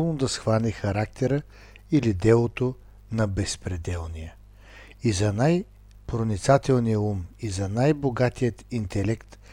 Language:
Bulgarian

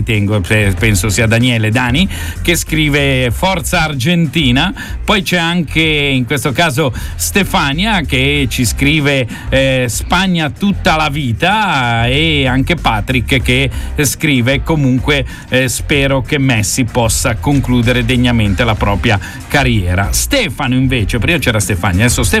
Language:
Italian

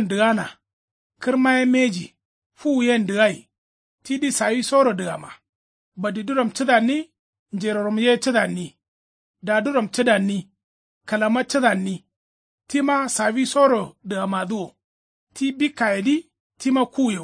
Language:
Kanuri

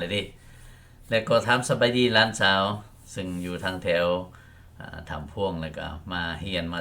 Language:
Lao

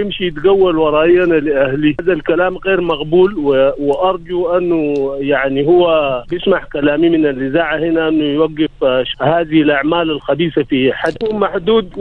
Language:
Sudanese Arabic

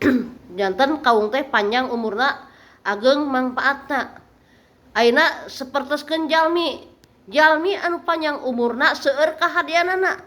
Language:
Sundanese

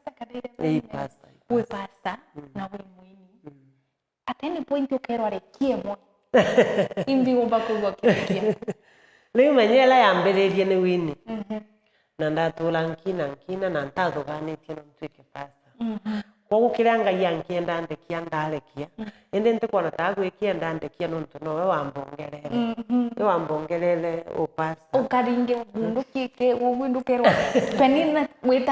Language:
Meru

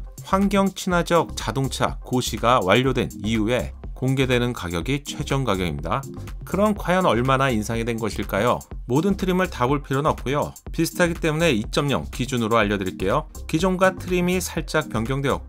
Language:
Korean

